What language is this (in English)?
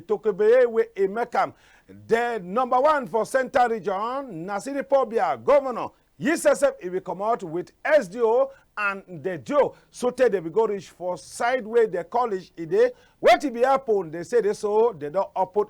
Cameroon Pidgin